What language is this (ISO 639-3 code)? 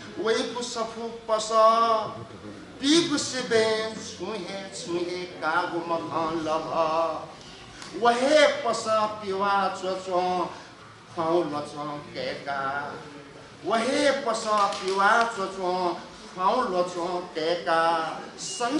new